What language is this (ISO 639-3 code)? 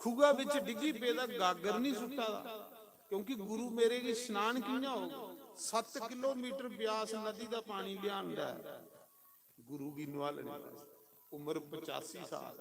doi